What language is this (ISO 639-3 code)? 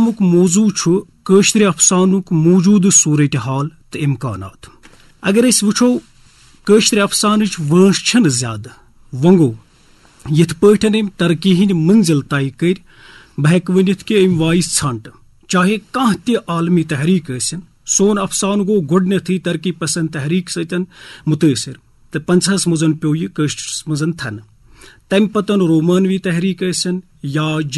kas